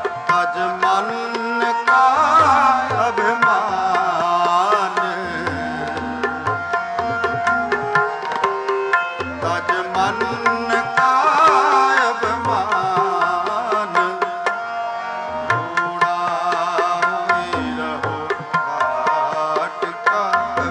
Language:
Punjabi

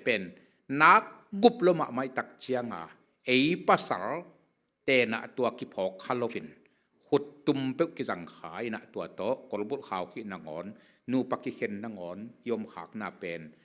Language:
Tedim Chin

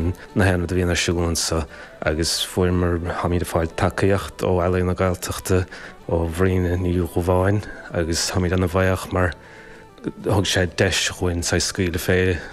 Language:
Irish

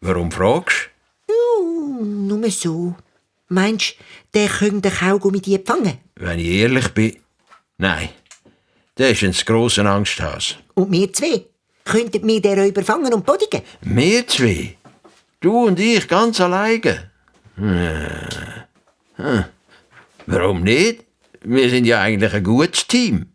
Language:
Swiss German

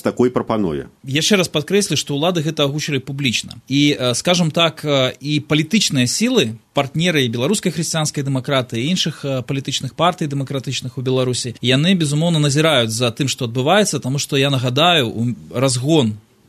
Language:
Belarusian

